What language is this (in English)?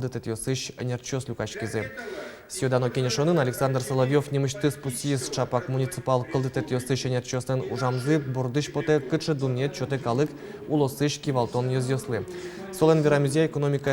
Udmurt